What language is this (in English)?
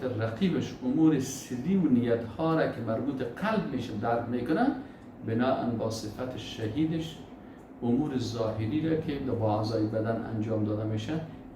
Persian